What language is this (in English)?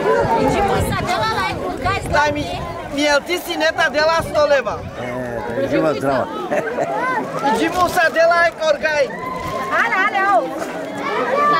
Romanian